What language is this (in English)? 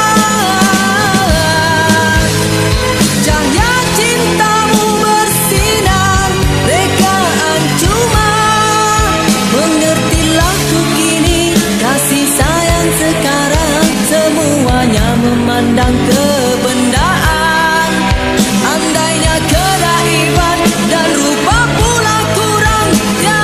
Malay